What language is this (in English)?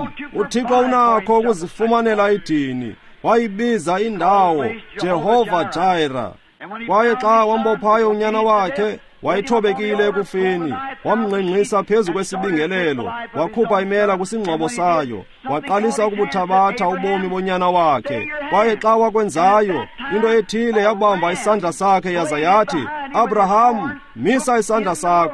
Xhosa